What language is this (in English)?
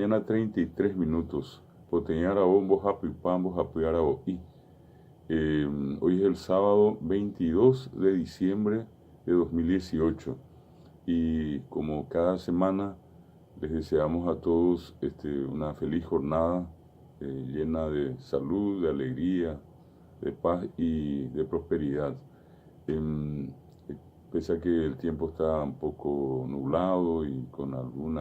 Guarani